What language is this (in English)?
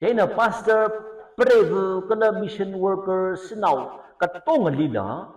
Tangkhul Naga (India)